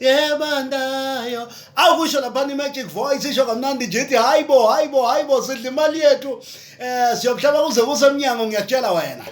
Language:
Zulu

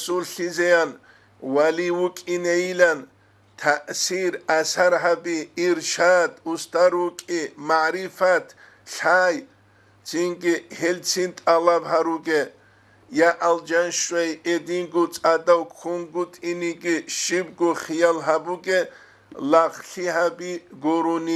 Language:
Avaric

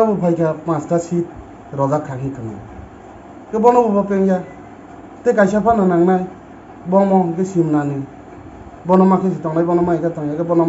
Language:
Kok Borok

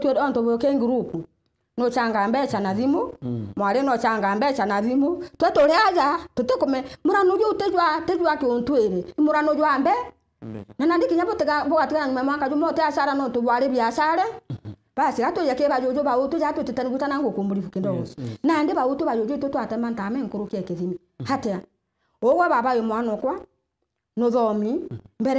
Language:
Meru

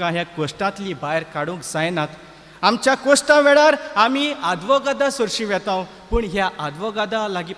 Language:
Konkani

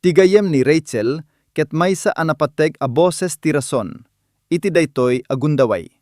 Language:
Iloko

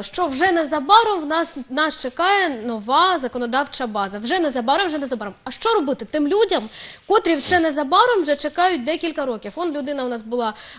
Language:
Ukrainian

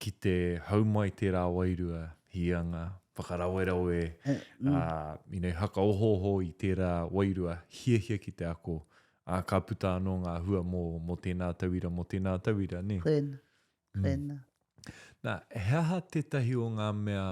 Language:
Māori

